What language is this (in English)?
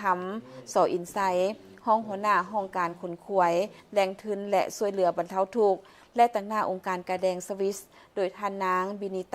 Lao